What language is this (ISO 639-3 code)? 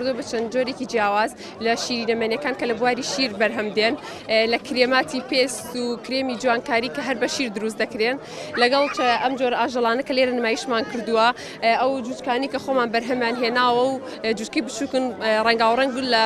ckb